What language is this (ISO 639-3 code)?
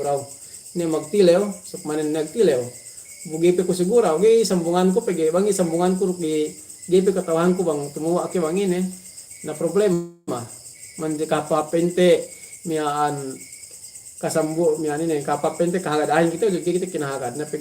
yka